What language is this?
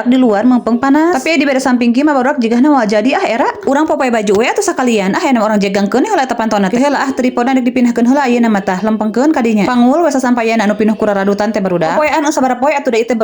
Sundanese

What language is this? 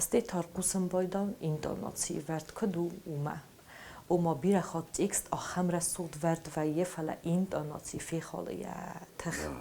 Ossetic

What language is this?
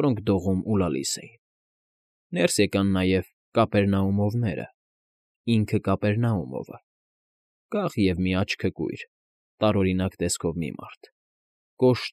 Armenian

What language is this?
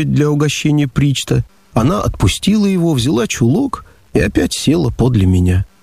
Russian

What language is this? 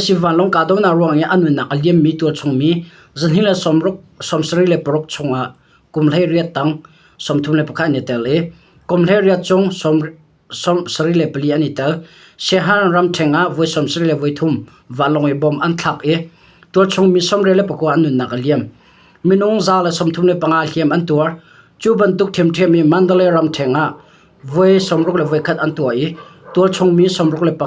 Hakha Chin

